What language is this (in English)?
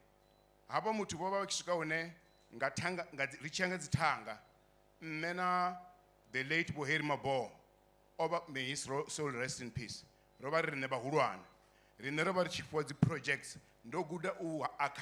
Venda